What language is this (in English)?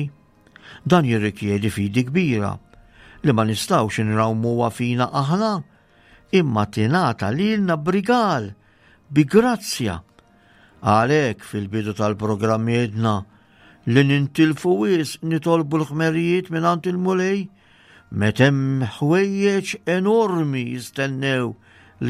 Maltese